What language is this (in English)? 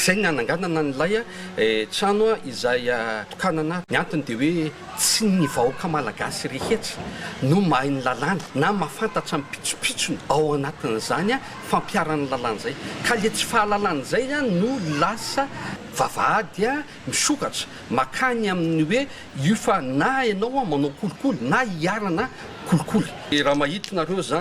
Malagasy